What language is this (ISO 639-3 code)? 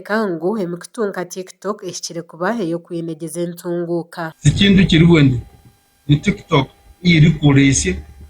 nyn